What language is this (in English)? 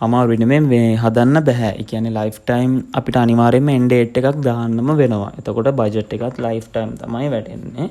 Sinhala